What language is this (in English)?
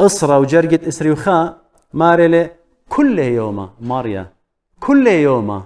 Assyrian Neo-Aramaic